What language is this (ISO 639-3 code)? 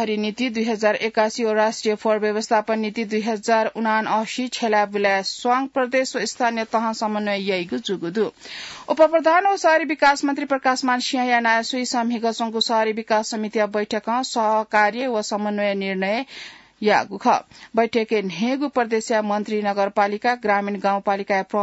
new